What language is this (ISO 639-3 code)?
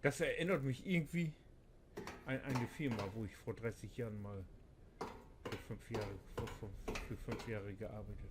nds